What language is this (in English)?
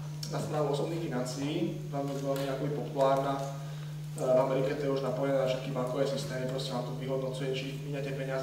Slovak